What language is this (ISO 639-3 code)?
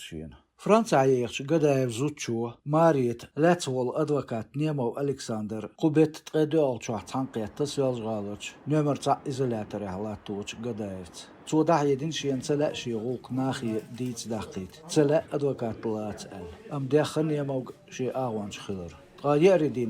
che